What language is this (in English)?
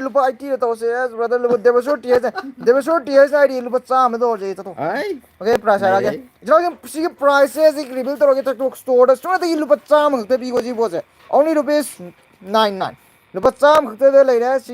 Manipuri